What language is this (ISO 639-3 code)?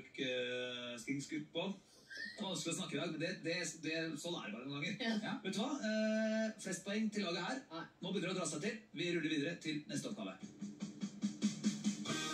nor